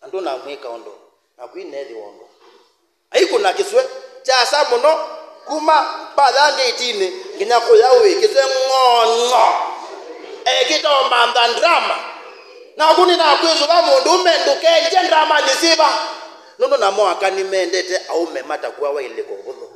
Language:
Kamba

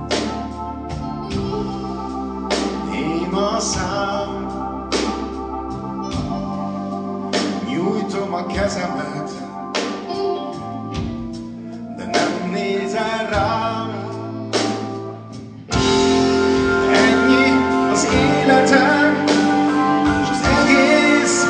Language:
Hungarian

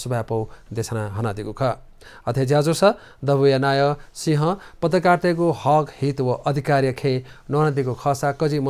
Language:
Newari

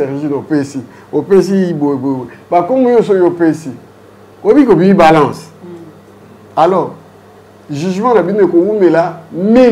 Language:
Lingala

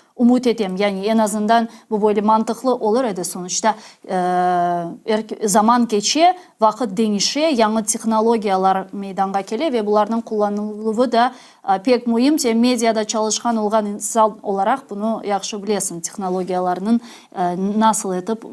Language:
Crimean Tatar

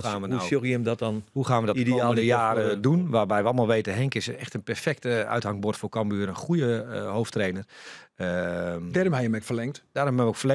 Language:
Western Frisian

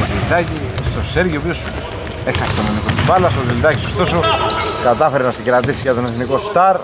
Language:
Greek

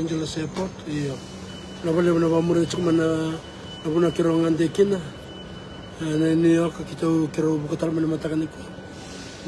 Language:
Fijian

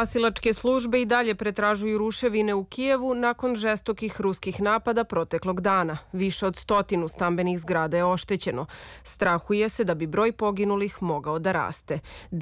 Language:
Serbian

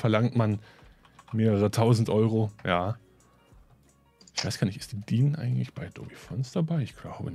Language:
German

